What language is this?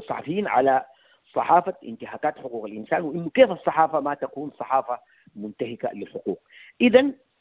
Sudanese Arabic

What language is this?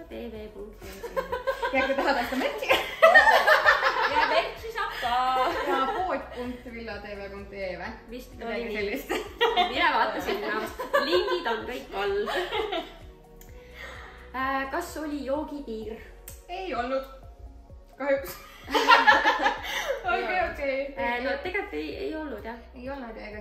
Estonian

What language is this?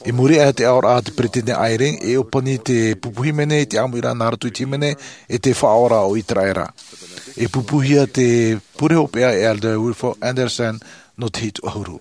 Tahitian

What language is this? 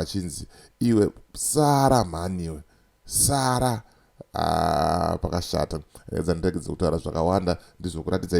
Shona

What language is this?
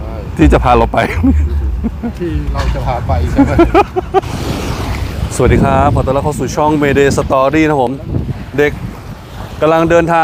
Thai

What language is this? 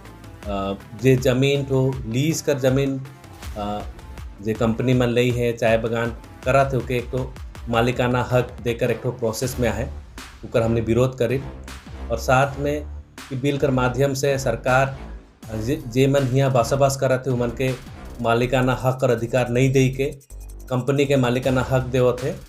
Sadri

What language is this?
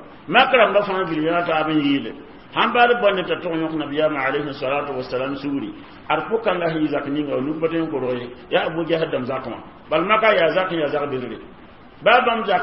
Mossi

